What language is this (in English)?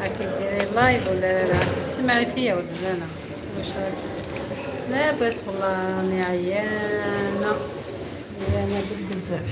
Algerian Arabic